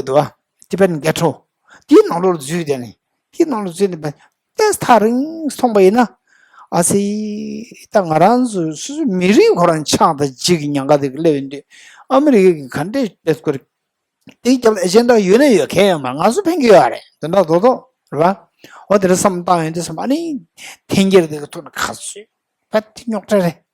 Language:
Tibetan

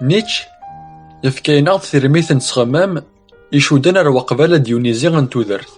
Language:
Kabyle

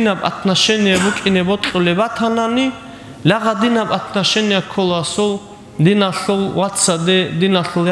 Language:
Avaric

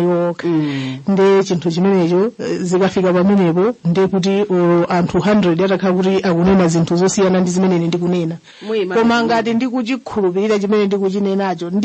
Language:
Nyanja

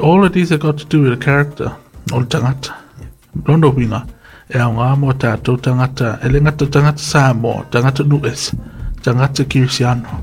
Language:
Samoan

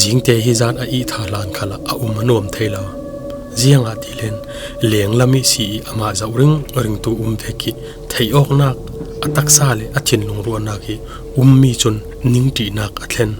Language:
Falam Chin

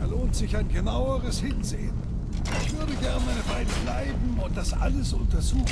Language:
Bavarian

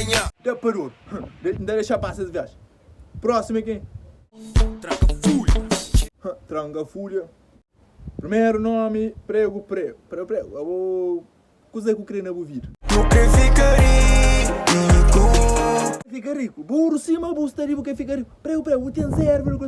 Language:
Kabuverdianu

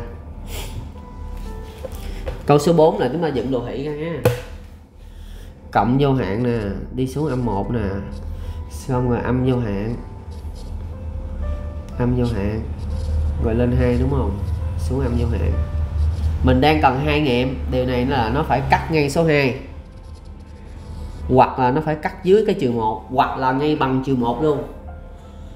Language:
Vietnamese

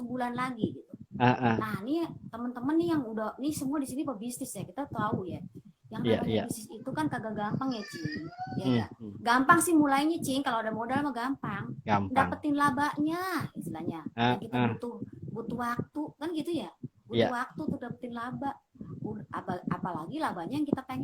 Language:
Betawi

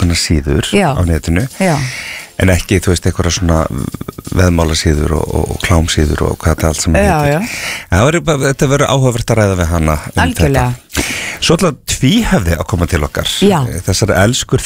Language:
Icelandic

